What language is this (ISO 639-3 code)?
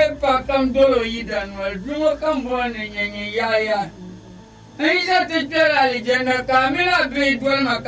dag